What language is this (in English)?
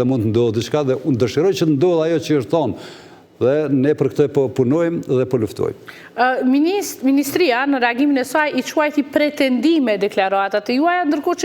Albanian